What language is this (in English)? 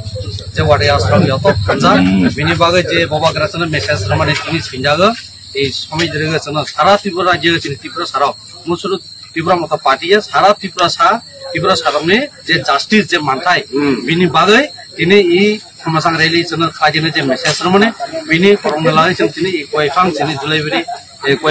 Kok Borok